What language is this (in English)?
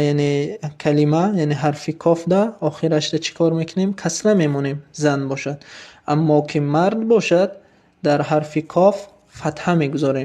Tajik